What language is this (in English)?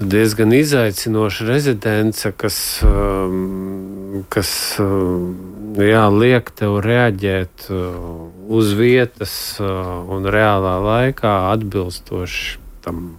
Latvian